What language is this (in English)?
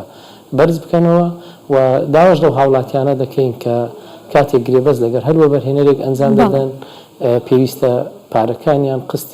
Central Kurdish